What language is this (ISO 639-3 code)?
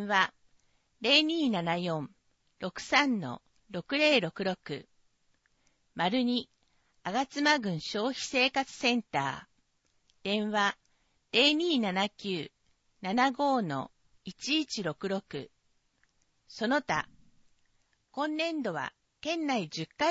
jpn